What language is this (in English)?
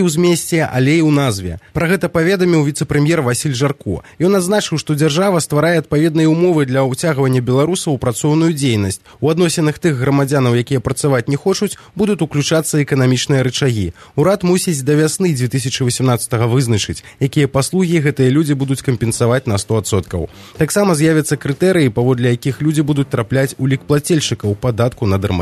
Belarusian